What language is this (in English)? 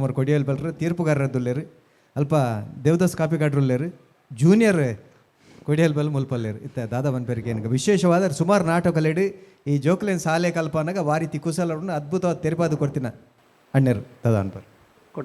Tulu